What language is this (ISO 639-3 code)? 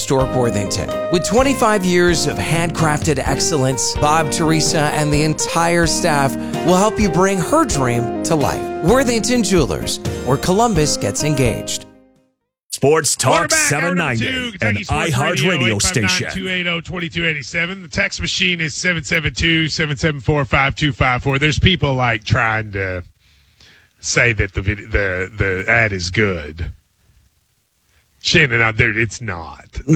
eng